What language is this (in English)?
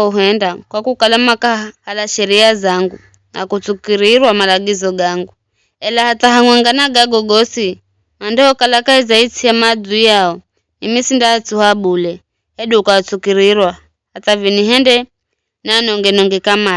Giryama